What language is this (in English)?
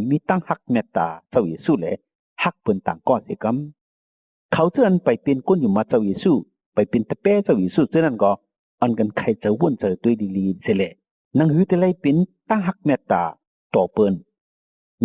Shan